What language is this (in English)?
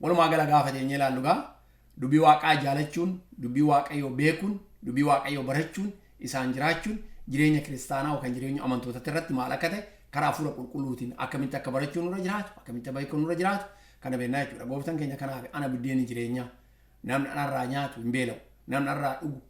Oromo